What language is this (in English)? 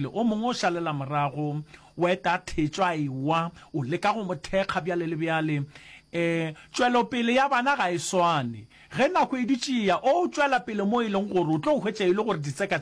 Northern Sotho